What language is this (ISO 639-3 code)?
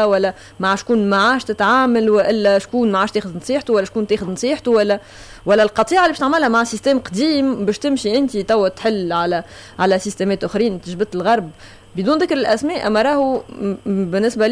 aeb